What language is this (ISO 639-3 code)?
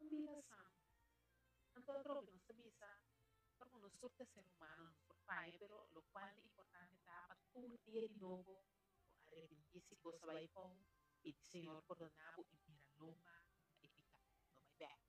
pap